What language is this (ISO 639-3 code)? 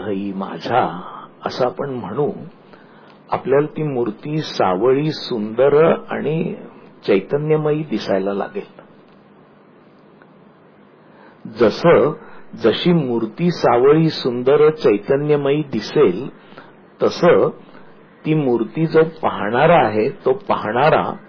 mar